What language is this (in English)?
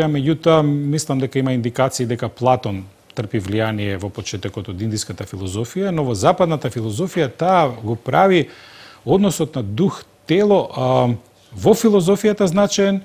Macedonian